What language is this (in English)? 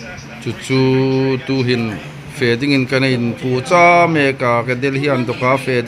Hmar